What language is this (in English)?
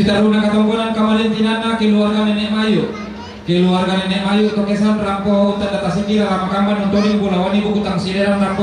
Toraja-Sa'dan